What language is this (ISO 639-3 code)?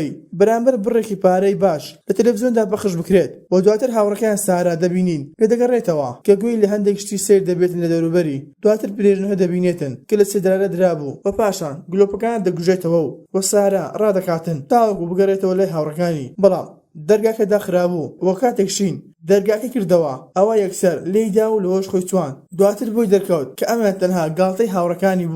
ckb